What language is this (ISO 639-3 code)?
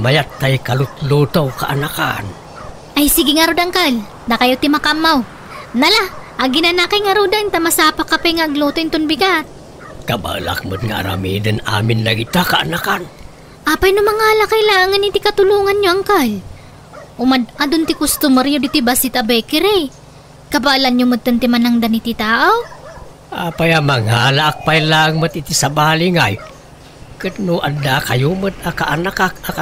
ilo